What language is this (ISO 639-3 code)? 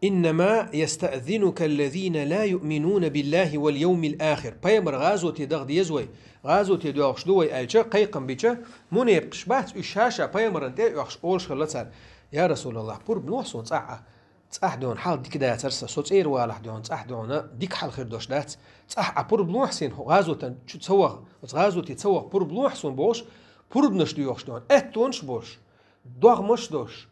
che